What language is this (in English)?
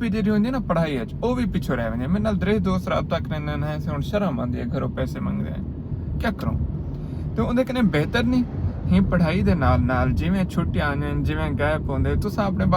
Saraiki